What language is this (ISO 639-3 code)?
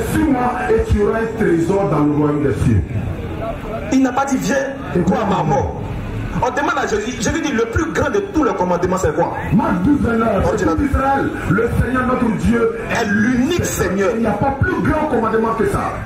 fra